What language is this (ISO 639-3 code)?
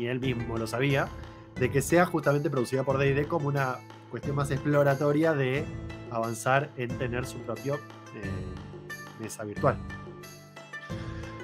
spa